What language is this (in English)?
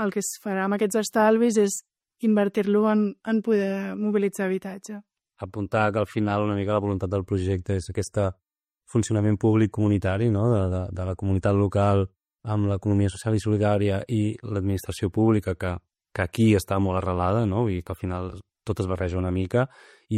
Catalan